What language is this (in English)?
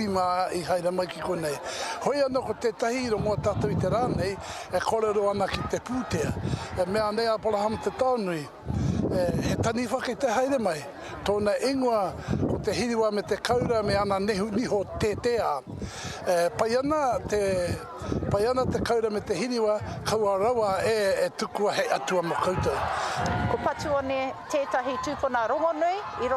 Māori